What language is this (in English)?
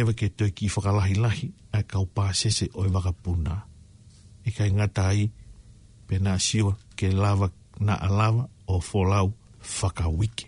Tongan